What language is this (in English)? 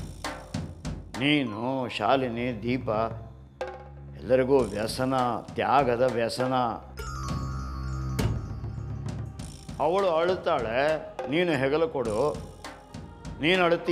Kannada